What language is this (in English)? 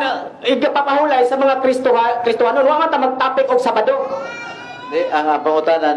Cebuano